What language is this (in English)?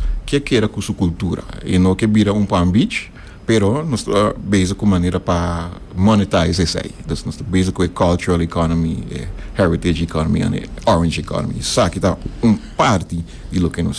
Papiamento